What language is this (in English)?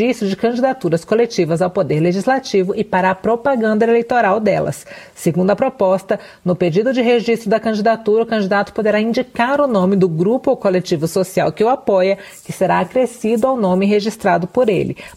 Portuguese